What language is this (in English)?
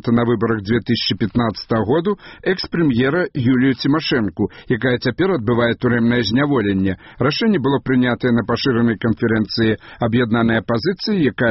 Belarusian